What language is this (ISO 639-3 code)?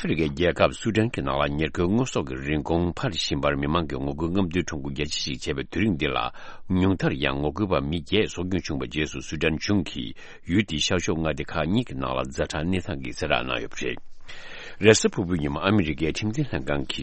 bod